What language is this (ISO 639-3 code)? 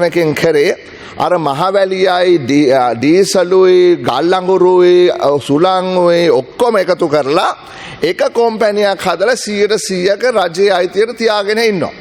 sin